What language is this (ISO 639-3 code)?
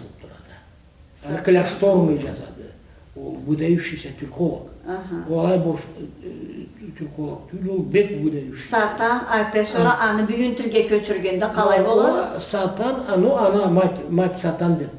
krc